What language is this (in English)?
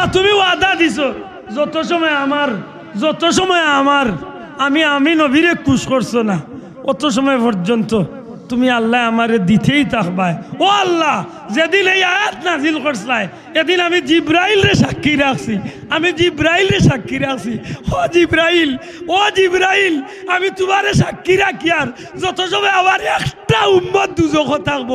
Sylheti